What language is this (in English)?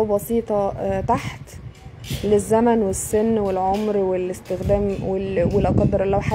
Egyptian Arabic